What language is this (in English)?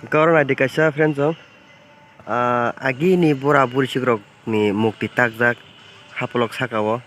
Kok Borok